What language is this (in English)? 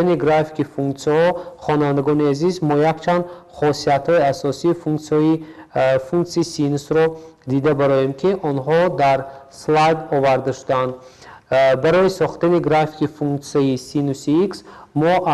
Tajik